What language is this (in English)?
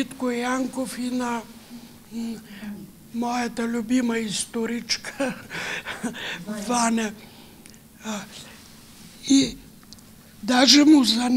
Bulgarian